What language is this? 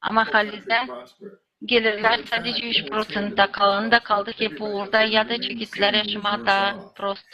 Gagauz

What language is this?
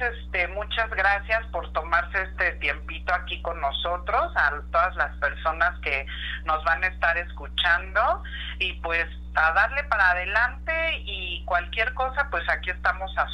Spanish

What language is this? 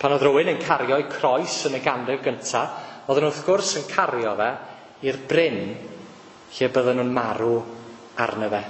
Welsh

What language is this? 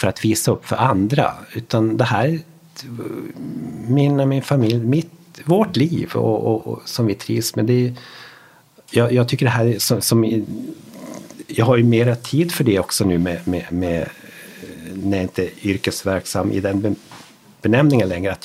Swedish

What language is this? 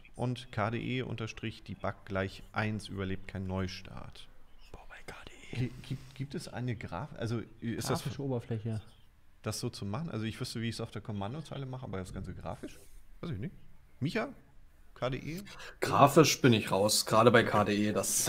German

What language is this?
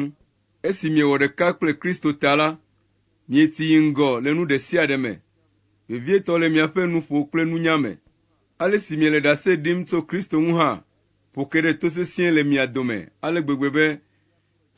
Ewe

